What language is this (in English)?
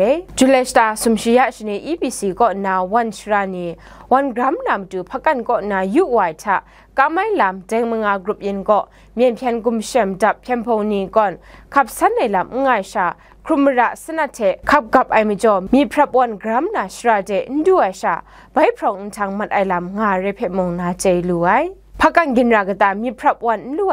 Kachin